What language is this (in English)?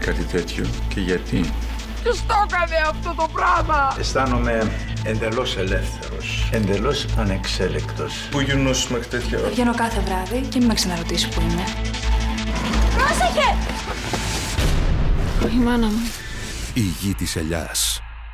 Greek